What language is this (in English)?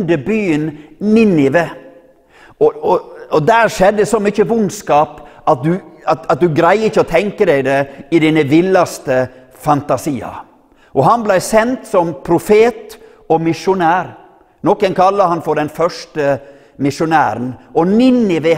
Norwegian